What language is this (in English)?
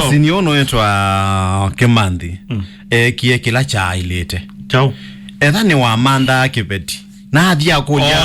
Kamba